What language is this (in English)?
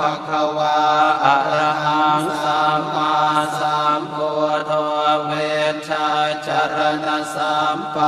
Pali